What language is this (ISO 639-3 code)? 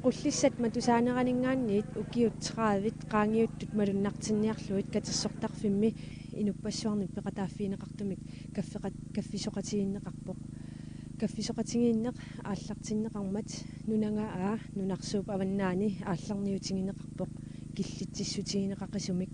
kal